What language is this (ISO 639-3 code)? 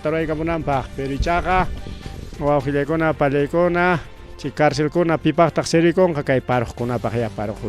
quy